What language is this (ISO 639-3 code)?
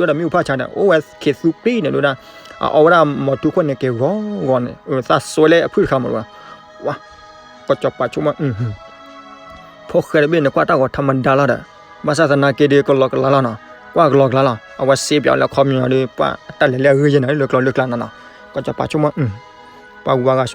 ksw